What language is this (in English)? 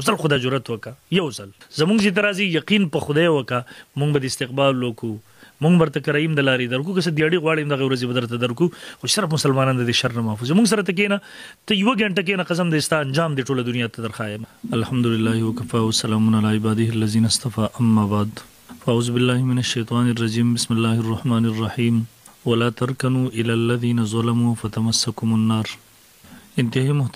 Pashto